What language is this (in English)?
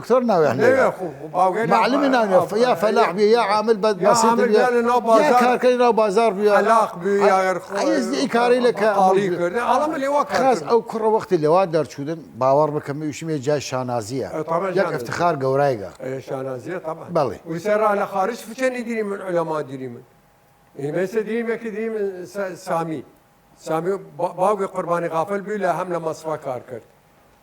Southern Kurdish